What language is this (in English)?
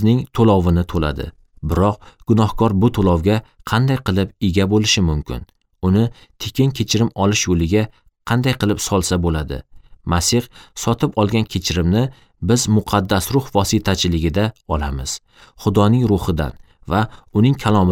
Uzbek